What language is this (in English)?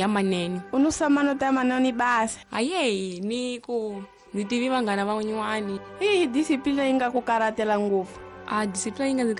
Tsonga